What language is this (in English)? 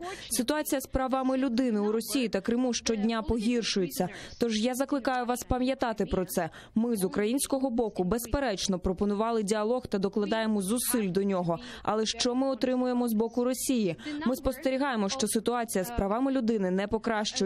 Ukrainian